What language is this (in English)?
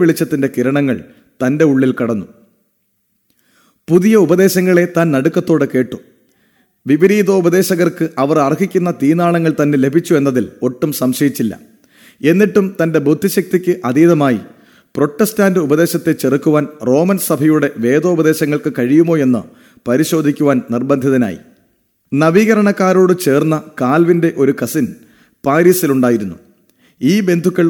Malayalam